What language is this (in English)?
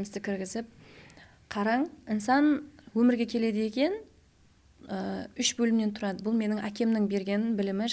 Kara-Kalpak